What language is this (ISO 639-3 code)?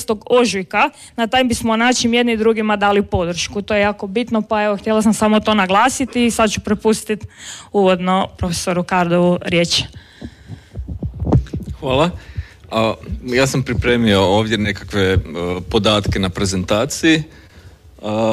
hrv